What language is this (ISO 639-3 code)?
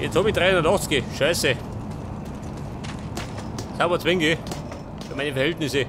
bar